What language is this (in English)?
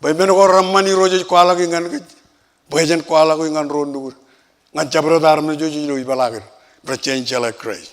Marshallese